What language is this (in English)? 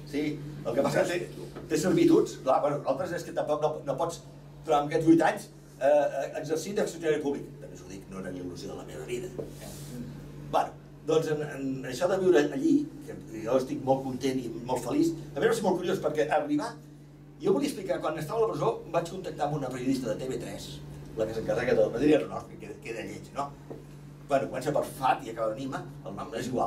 Catalan